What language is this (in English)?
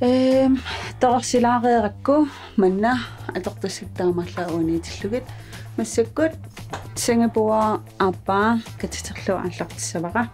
Kalaallisut